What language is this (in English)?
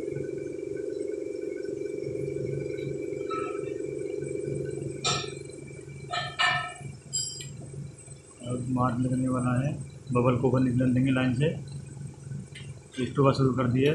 Hindi